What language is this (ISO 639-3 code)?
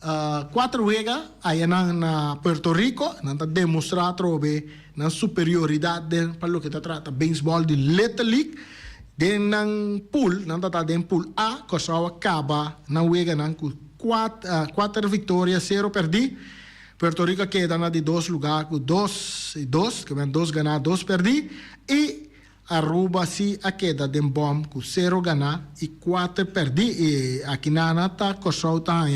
pap